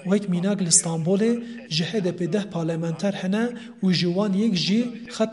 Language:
Kurdish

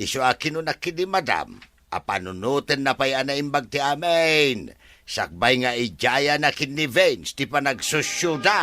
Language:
Iloko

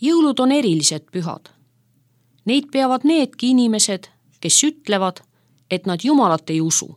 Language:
Estonian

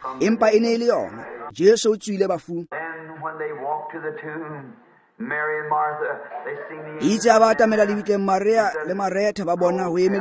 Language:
Tswana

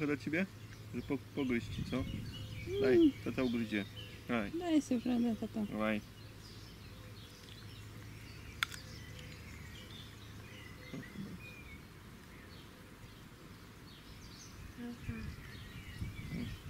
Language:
Polish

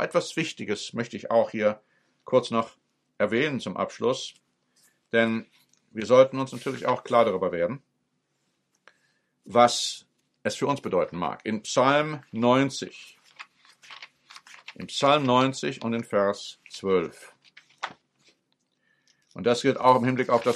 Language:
German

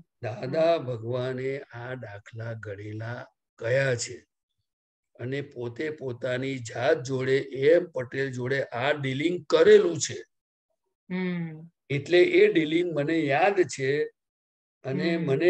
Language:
Gujarati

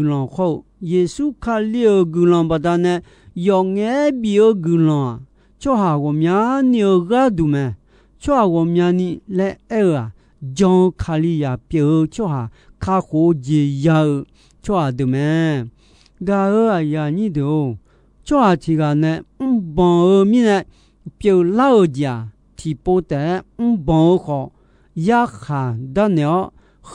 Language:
Akha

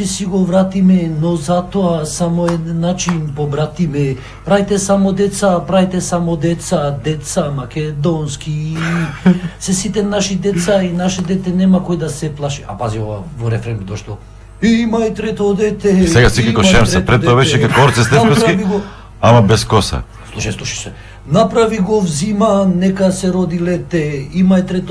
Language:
Macedonian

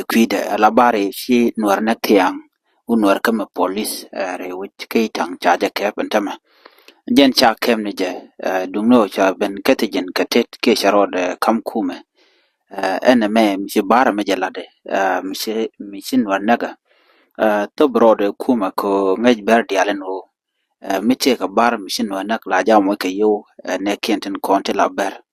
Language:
Nuer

